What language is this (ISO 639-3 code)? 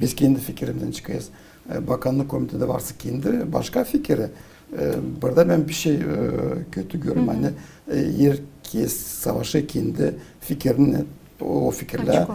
gag